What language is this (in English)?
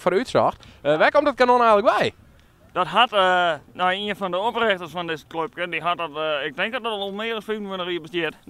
Western Frisian